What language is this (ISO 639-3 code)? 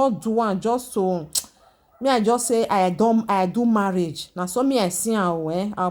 pcm